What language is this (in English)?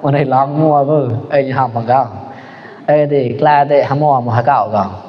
Mon